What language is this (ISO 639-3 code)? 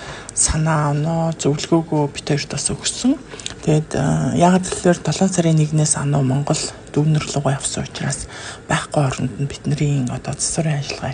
mon